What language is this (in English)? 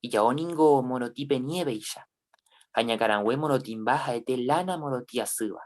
Guarani